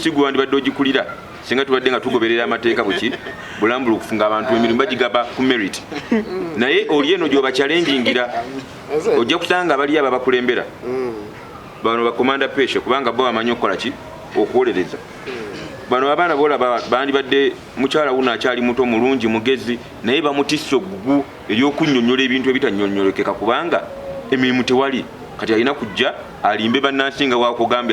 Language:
Ganda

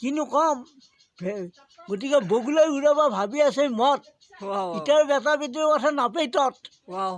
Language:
Assamese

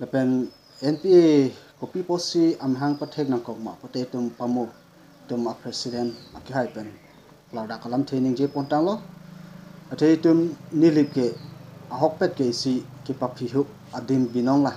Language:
Karbi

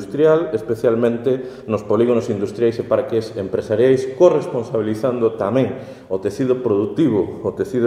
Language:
Galician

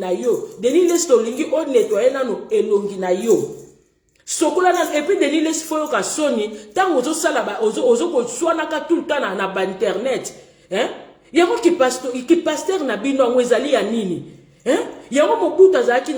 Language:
Lingala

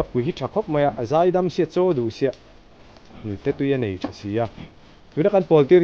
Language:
Mizo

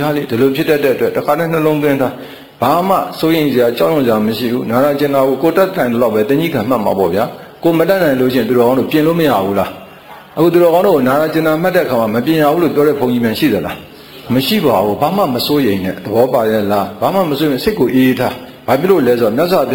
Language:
Burmese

